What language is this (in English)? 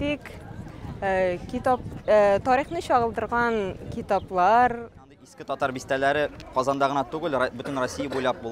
Tatar